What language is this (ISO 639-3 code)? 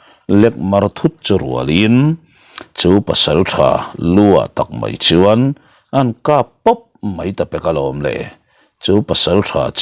lus